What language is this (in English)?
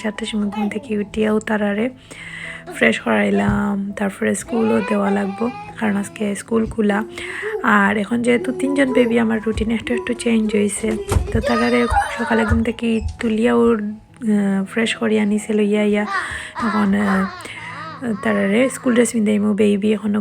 Sylheti